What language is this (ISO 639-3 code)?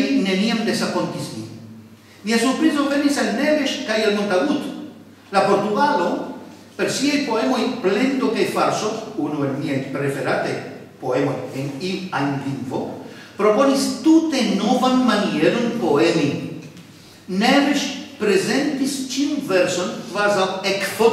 epo